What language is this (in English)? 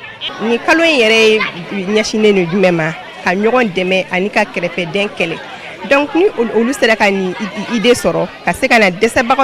Bambara